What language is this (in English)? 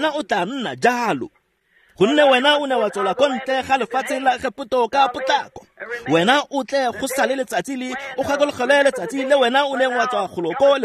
Tswana